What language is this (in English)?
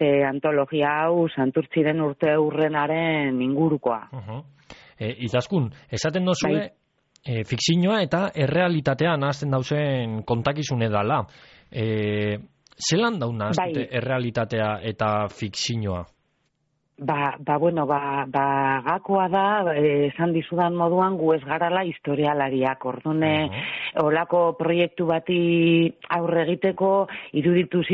Basque